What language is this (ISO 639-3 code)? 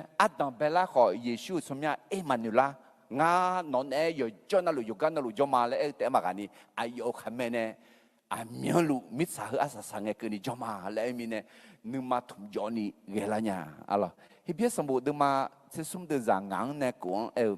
ahk